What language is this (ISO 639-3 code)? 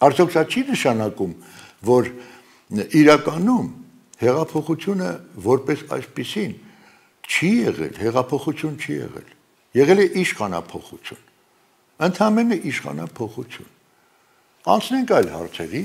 hye